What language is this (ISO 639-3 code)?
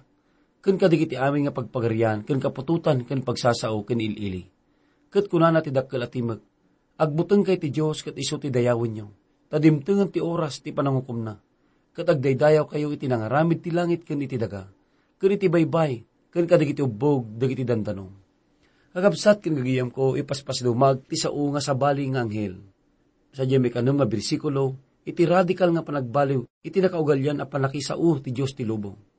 ilo